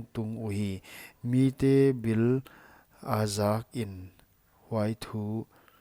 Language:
Paite Chin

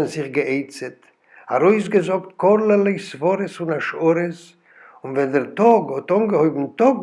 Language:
Yiddish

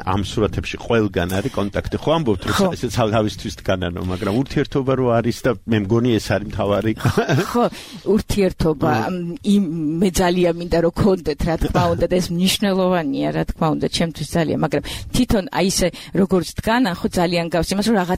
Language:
Georgian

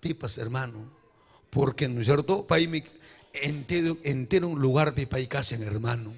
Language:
Ayacucho Quechua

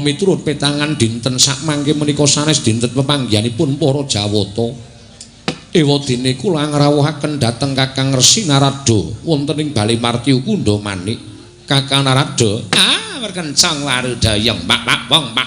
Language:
Javanese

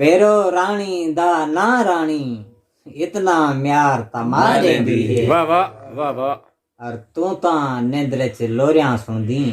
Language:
Saraiki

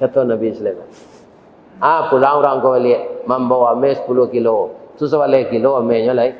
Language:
Minangkabau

